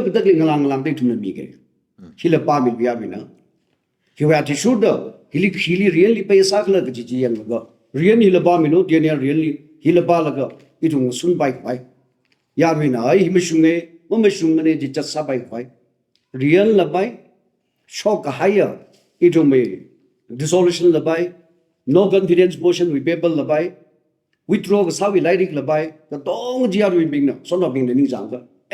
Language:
Tangkhul Naga (India)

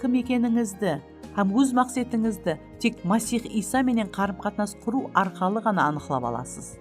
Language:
Kara-Kalpak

